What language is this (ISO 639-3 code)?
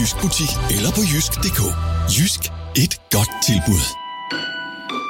dan